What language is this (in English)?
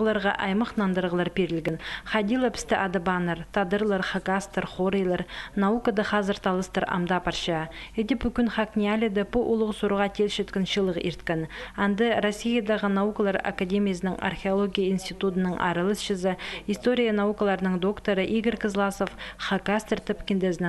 Khakas